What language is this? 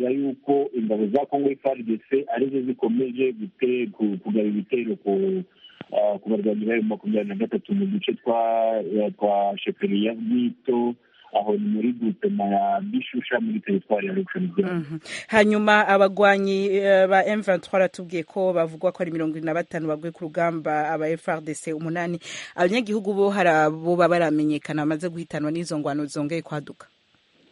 Kinyarwanda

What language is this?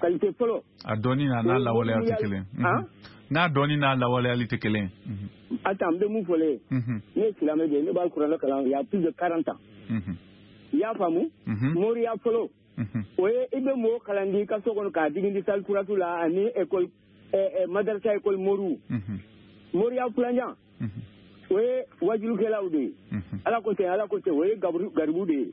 Bambara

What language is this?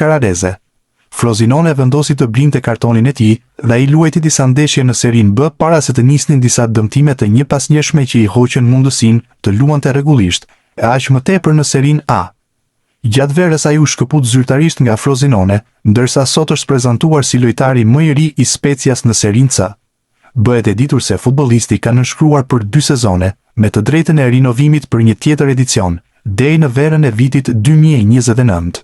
Albanian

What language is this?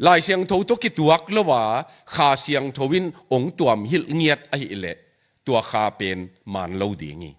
Tedim Chin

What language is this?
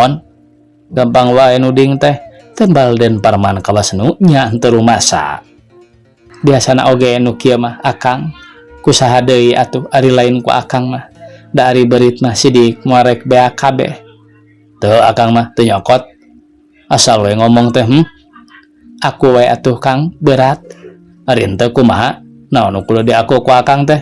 Sundanese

